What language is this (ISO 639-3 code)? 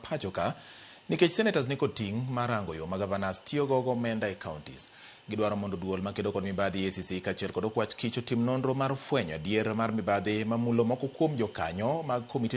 luo